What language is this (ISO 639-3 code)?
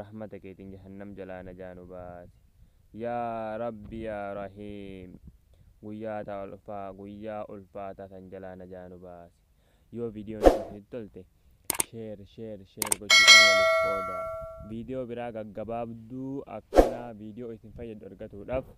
orm